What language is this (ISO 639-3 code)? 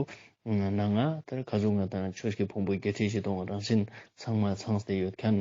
lbj